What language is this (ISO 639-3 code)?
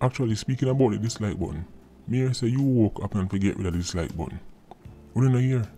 jam